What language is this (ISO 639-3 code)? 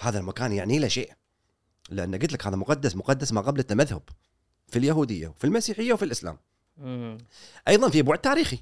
afb